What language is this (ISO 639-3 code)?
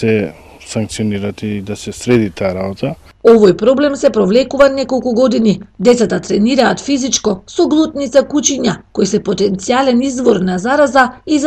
mkd